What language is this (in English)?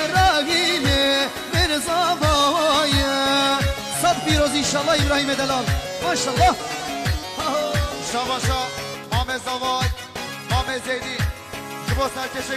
Kurdish